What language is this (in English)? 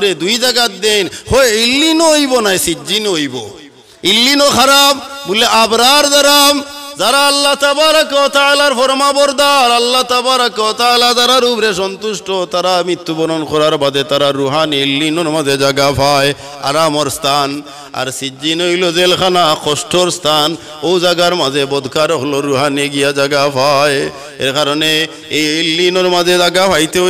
Sylheti